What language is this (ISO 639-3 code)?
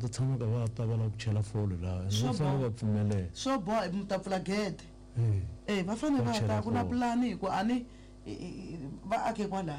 tso